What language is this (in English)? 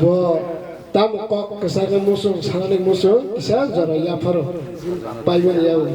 Kok Borok